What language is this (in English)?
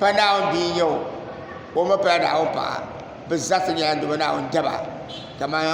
Dagbani